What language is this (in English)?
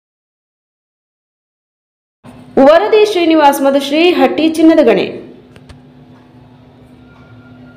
Kannada